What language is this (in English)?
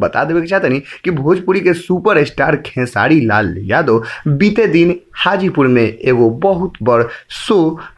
Bhojpuri